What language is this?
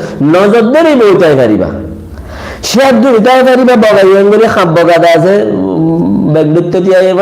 Rohingya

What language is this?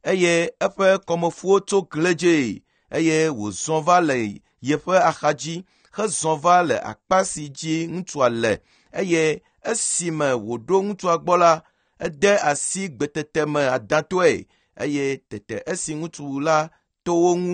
Ewe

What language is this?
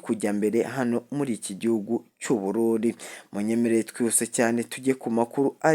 Kinyarwanda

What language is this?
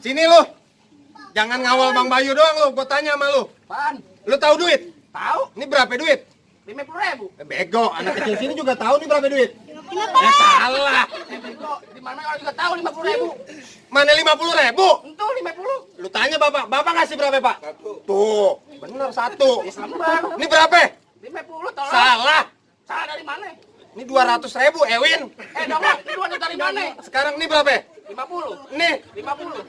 Betawi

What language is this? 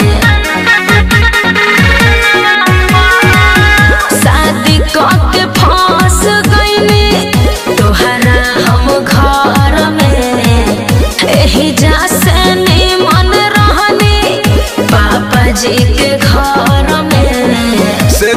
Bhojpuri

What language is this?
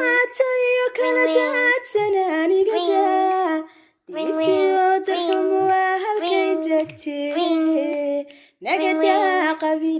Somali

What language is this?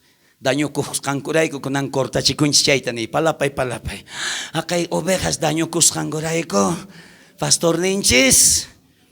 South Bolivian Quechua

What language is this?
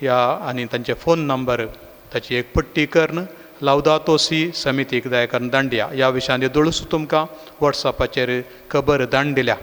Konkani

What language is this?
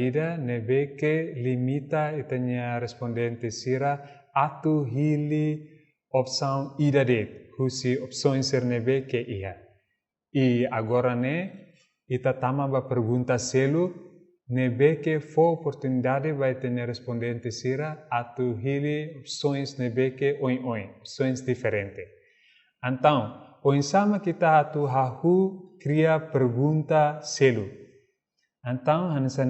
Tetum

